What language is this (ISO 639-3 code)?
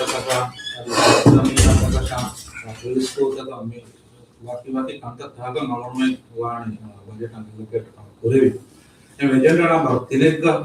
div